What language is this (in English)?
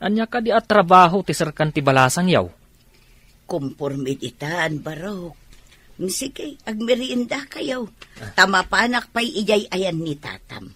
Iloko